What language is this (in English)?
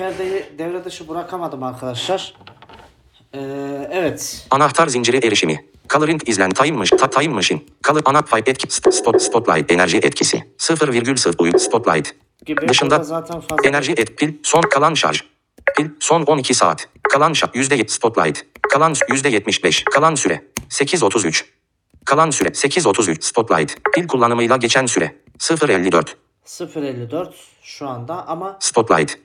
Turkish